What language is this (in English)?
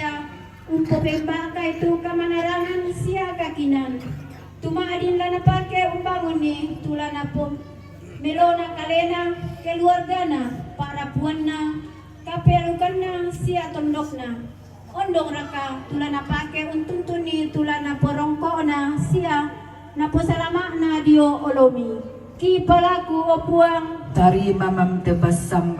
Toraja-Sa'dan